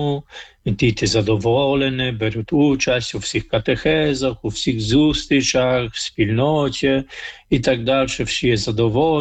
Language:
Ukrainian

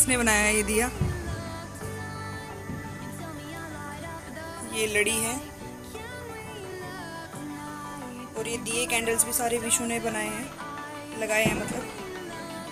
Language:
Hindi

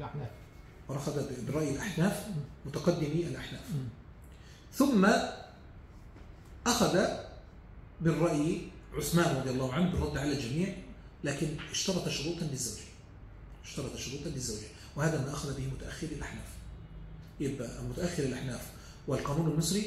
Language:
Arabic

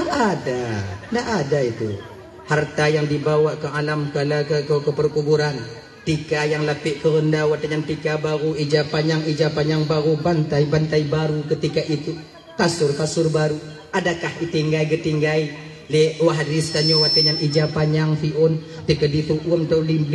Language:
Achinese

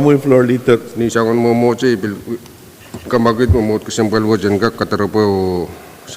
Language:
Pohnpeian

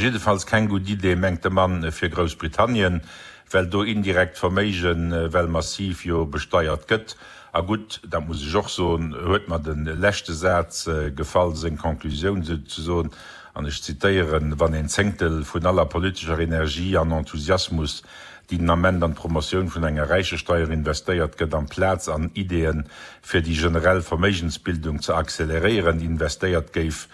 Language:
Luxembourgish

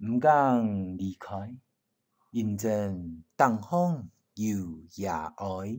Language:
Hakka Chinese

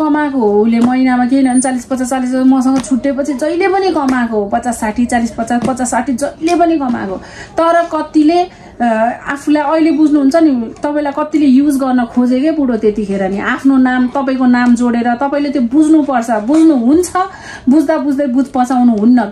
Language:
Nepali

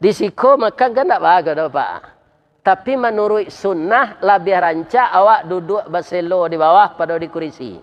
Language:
Minangkabau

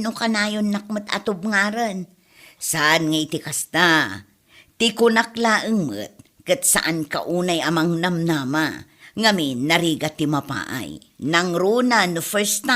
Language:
Iloko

